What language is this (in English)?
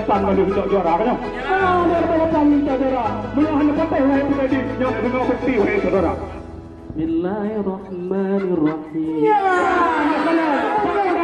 Achinese